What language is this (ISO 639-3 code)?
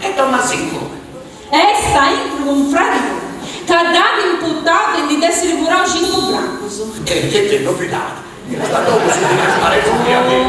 srd